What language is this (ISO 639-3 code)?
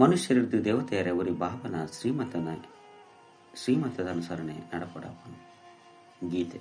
tcy